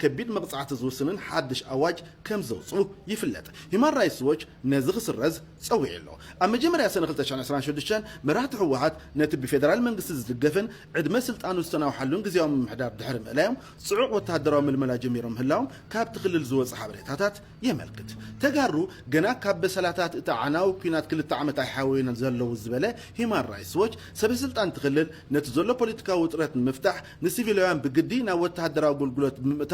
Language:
Tigrinya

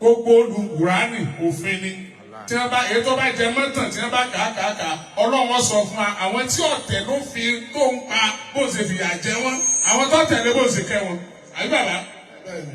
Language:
Yoruba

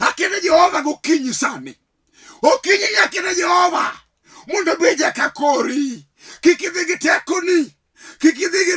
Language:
Luo (Kenya and Tanzania)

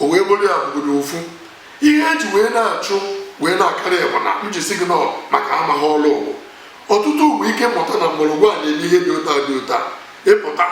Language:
Igbo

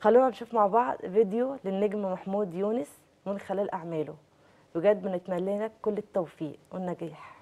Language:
Egyptian Arabic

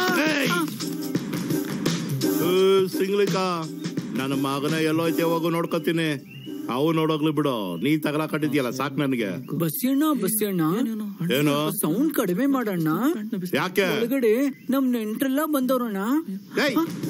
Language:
Kannada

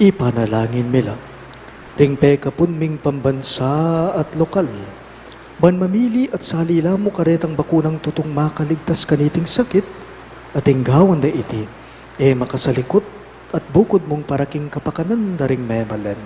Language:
Pampanga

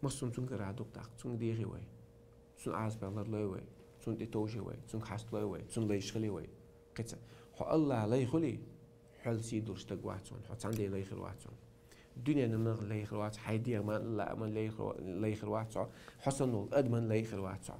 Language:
Chechen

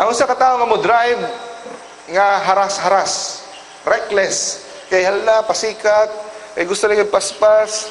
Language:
Cebuano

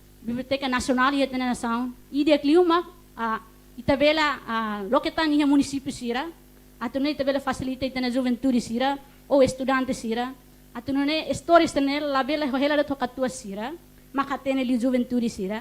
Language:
Tetum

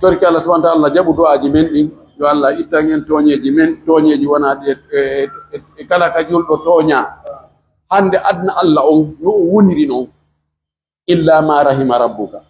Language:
Pular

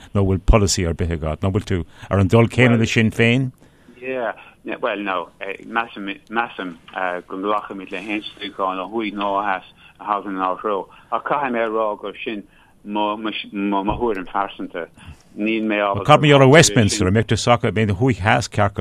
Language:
Irish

